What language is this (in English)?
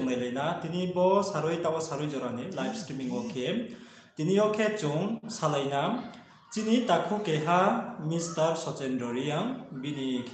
Riang (India)